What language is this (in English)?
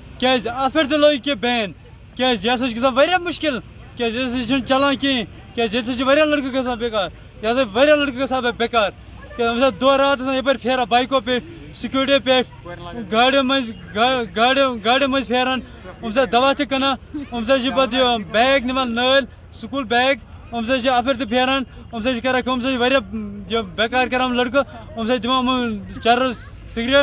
Kashmiri